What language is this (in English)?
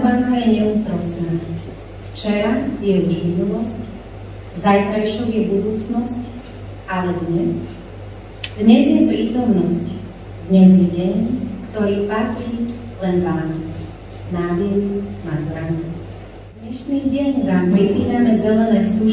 Slovak